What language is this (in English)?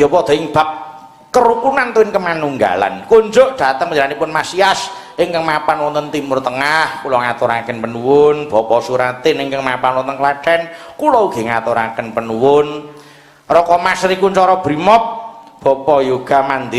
Javanese